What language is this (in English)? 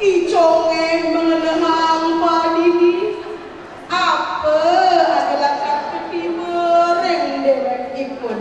Balinese